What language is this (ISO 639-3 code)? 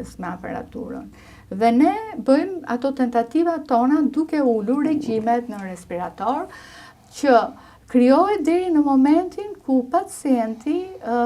sqi